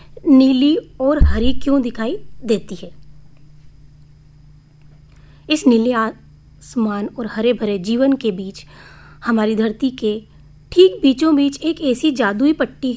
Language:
Hindi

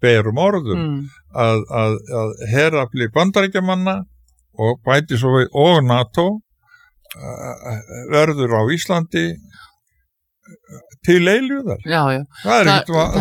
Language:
Icelandic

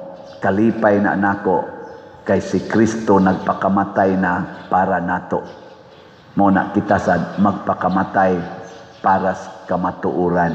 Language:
Cebuano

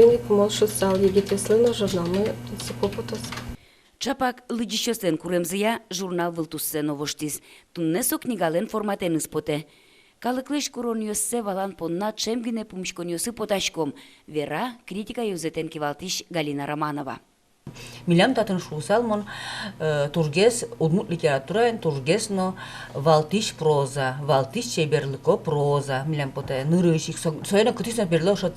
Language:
Udmurt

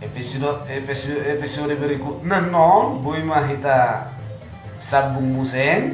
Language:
Batak Toba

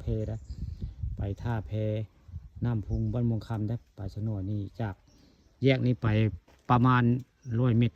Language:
Northeastern Thai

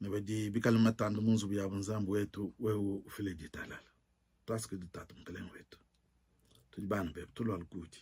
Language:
Luba-Lulua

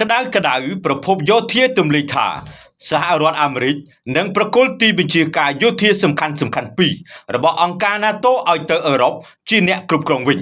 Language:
Khmer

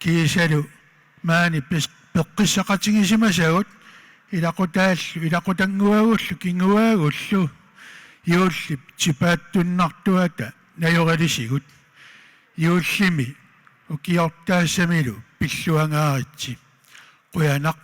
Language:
Kalaallisut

